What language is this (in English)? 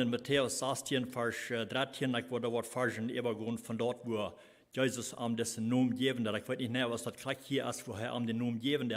Plautdietsch